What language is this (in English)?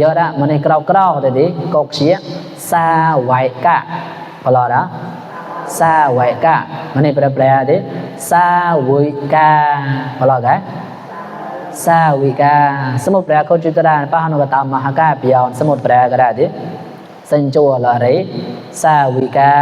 Mon